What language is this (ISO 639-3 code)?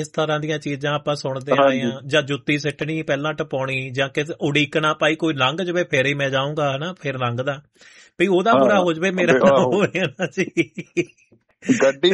pan